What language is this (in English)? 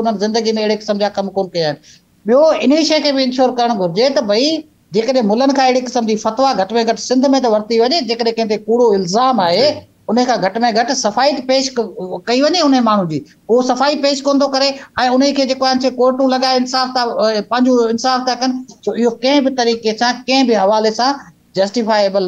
Sindhi